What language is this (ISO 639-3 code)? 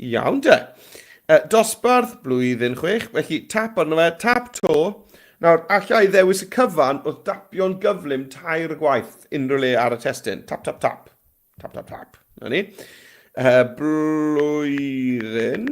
cym